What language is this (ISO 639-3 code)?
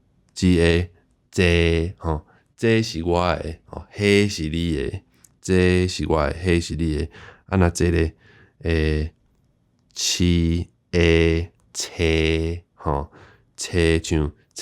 nan